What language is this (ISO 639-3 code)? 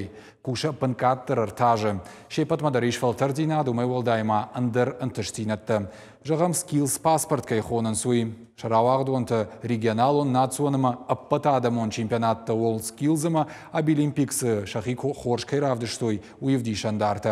oss